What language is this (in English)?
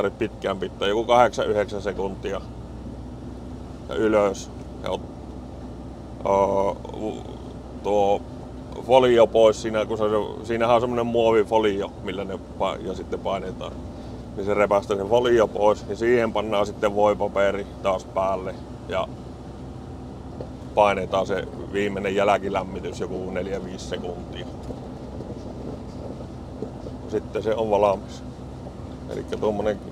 Finnish